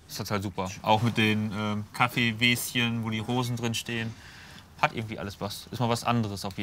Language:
German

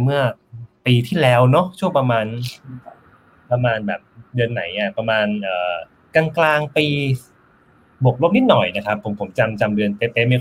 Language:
Thai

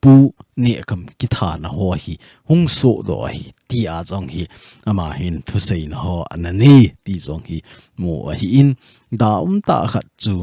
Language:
Thado Chin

